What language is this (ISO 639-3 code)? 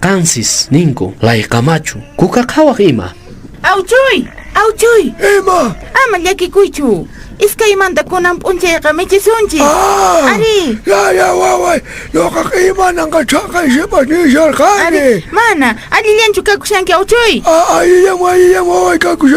que